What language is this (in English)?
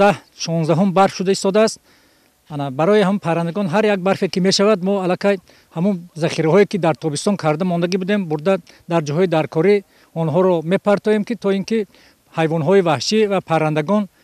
Tajik